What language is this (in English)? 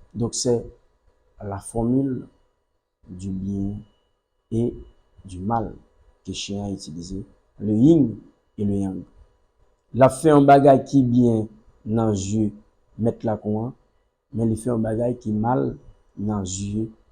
Haitian Creole